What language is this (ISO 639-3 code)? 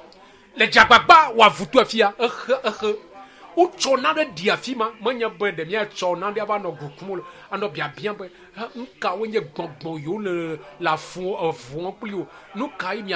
ewe